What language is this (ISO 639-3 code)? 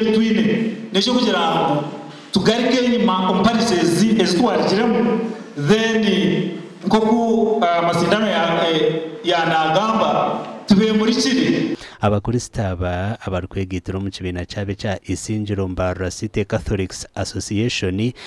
nyn